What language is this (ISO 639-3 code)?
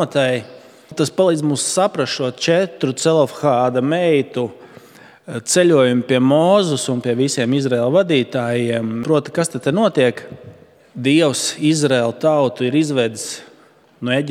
lav